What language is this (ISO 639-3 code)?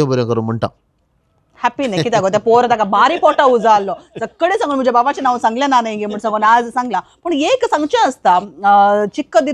kok